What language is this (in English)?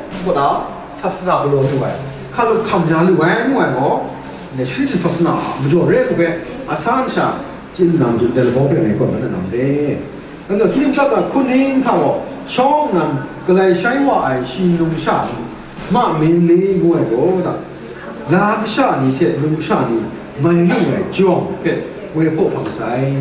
Kachin